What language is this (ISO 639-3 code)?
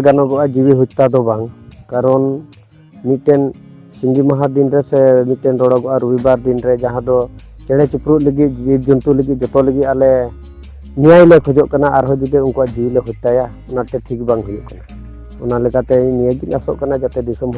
sat